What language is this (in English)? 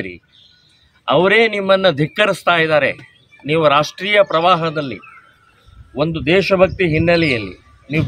Kannada